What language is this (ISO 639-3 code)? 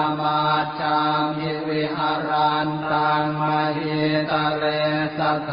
pli